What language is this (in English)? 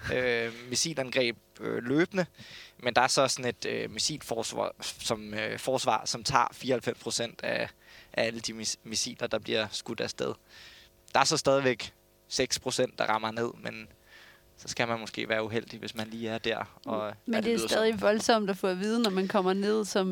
Danish